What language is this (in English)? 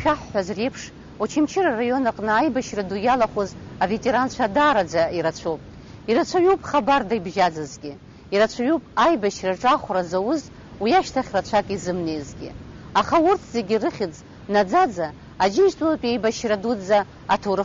Abkhazian